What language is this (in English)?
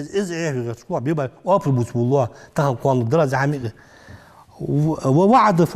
Ingush